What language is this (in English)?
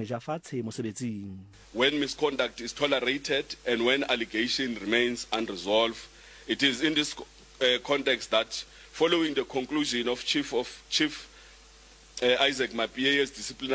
Southern Sotho